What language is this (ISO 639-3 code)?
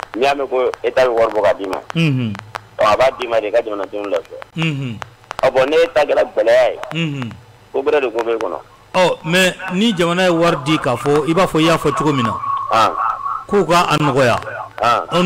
bam